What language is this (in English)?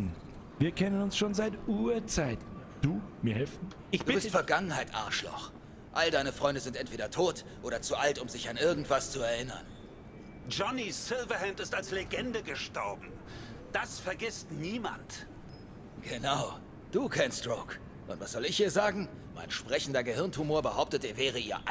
Bavarian